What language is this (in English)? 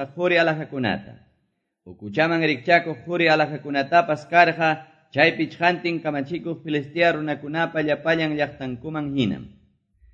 Quechua